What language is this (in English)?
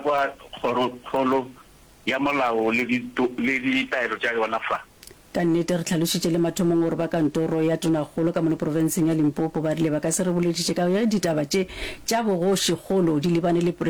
Northern Sotho